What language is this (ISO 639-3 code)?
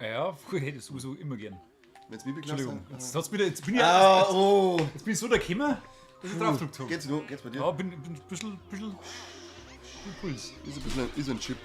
bar